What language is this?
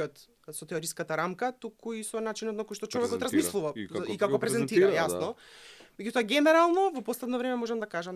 Macedonian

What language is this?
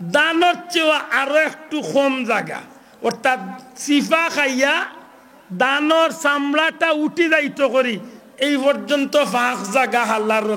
Sylheti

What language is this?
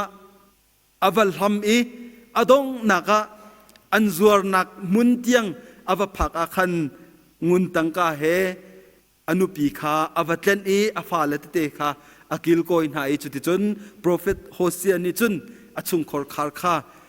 Hakha Chin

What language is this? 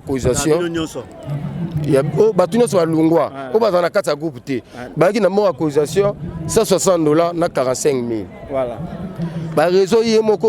Lingala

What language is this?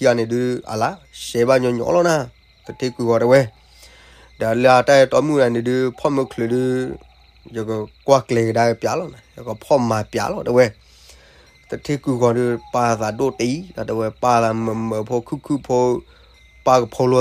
S'gaw Karen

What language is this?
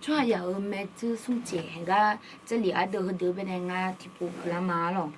Akha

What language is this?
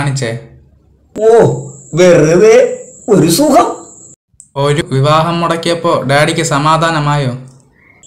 Malayalam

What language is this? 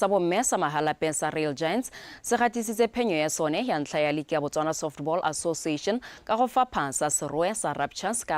Tswana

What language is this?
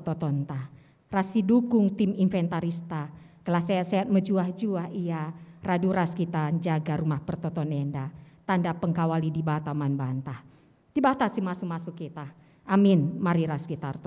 Batak Karo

